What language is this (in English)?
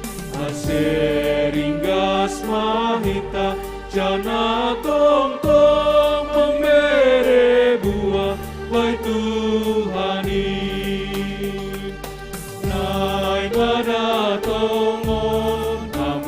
Batak Simalungun